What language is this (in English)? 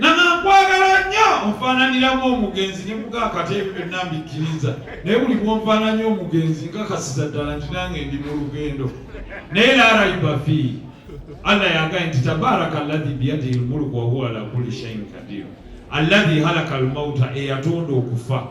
Ganda